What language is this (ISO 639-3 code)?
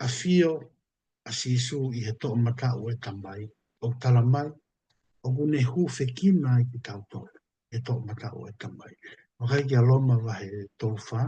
ton